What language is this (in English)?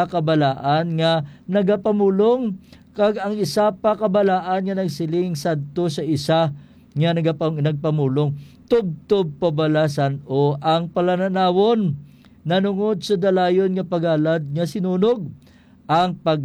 Hiligaynon